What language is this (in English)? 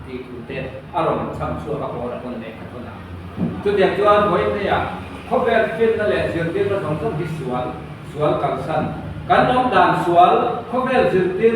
Mizo